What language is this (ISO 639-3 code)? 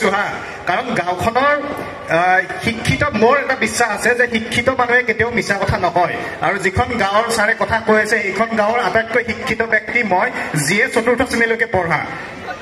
asm